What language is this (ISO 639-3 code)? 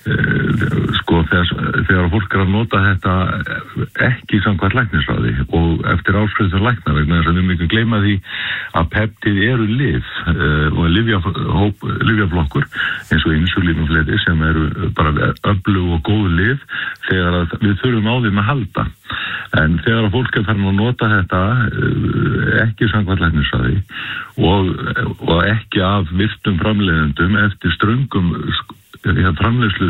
isl